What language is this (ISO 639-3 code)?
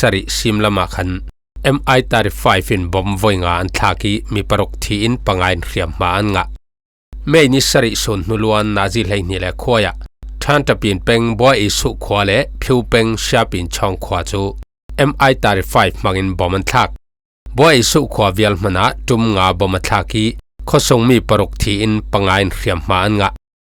cfm